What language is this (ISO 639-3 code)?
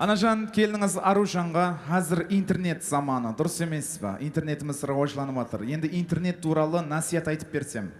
kaa